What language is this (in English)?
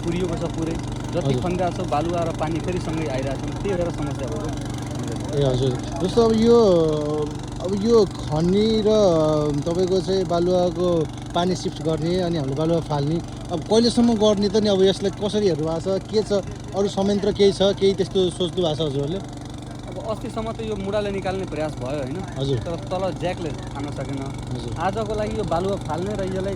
Nepali